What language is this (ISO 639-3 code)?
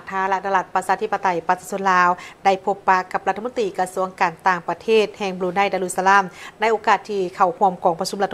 lao